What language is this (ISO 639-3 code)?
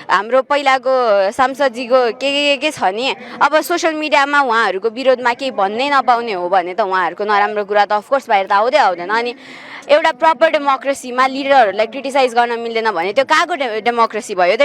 nep